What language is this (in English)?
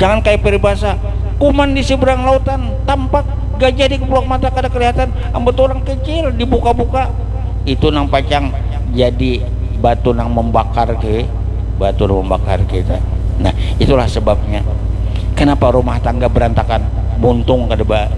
Banjar